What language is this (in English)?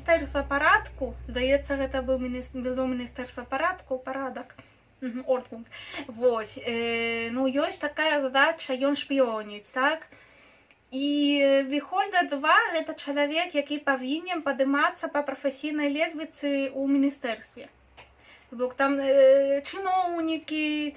Belarusian